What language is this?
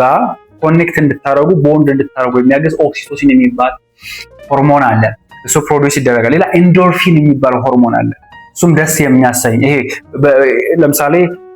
Amharic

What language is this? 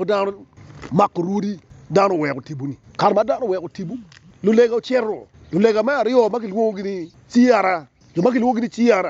Acoli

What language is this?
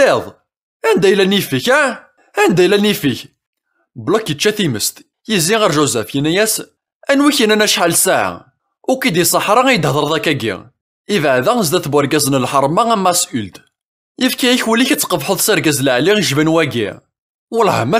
Kabyle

